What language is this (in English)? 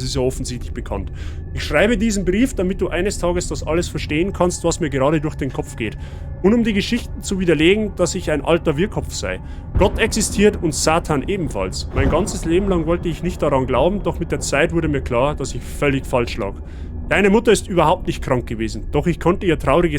Bavarian